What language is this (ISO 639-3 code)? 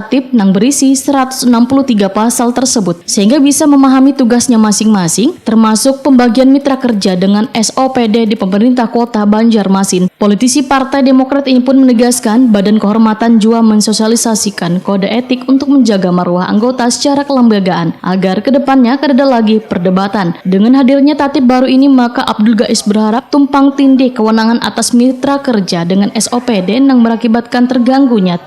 bjn